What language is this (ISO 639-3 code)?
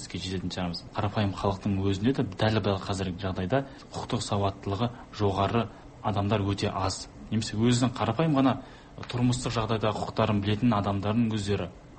kaz